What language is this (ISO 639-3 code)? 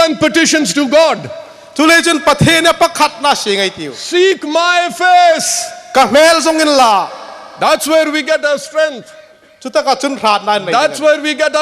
hmr